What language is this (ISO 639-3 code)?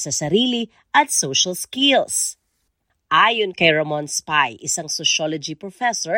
fil